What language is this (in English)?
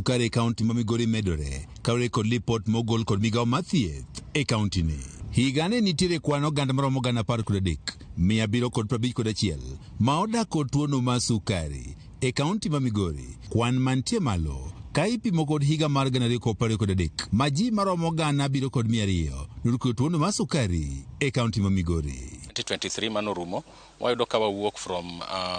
Luo (Kenya and Tanzania)